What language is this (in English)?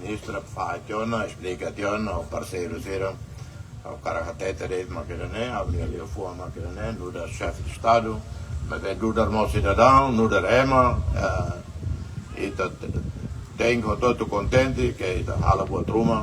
Tetum